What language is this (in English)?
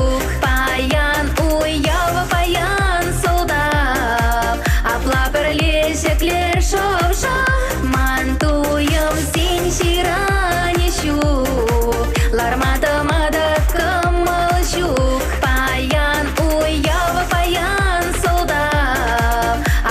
Chuvash